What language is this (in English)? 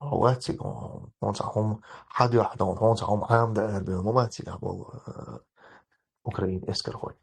Chechen